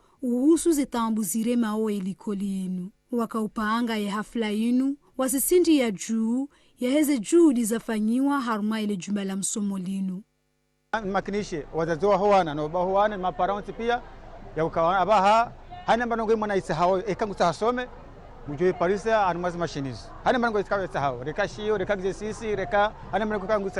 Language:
Ngazidja Comorian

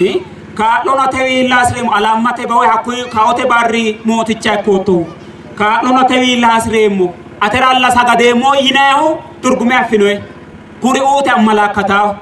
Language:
Sidamo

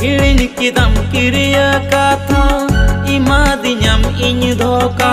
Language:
Santali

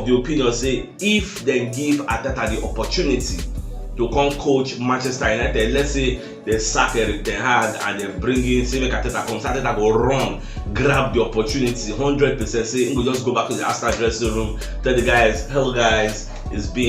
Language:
Nigerian Pidgin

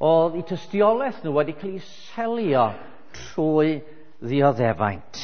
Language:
Welsh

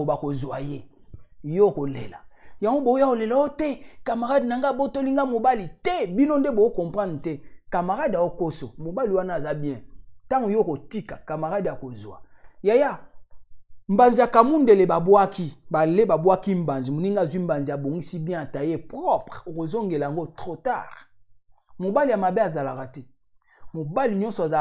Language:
Lingala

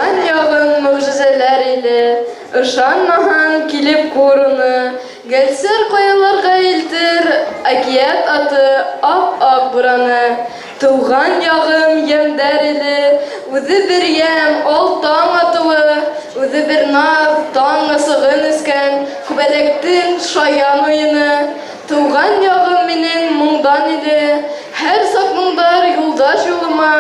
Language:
Bashkir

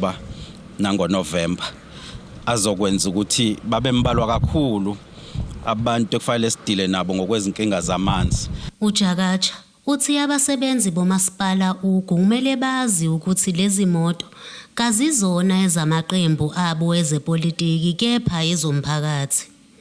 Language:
Zulu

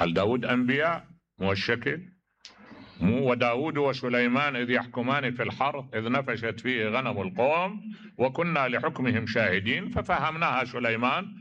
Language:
Mesopotamian Arabic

